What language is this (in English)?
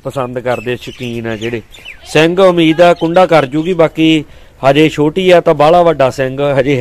Punjabi